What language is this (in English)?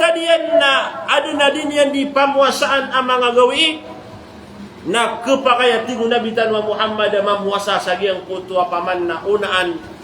Maranao